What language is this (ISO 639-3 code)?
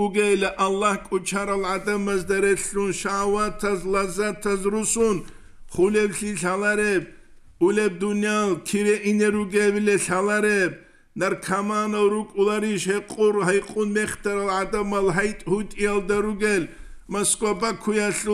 ava